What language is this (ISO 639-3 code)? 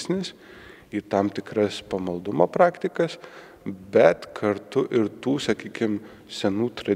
lit